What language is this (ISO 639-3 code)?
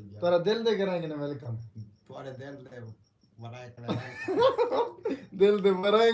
skr